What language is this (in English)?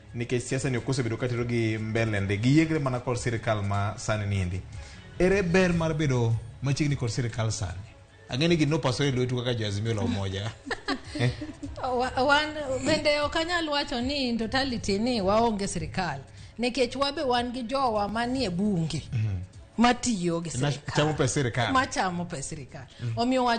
Luo (Kenya and Tanzania)